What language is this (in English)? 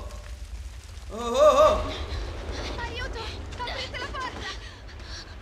Italian